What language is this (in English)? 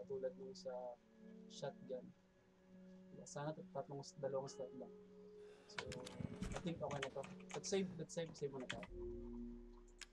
Filipino